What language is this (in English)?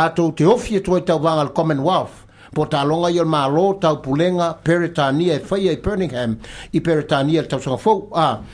Samoan